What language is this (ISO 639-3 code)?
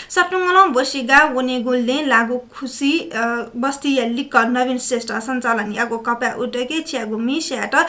new